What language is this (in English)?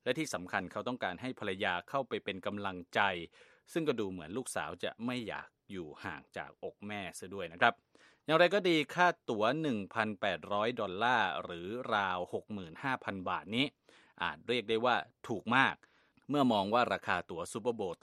Thai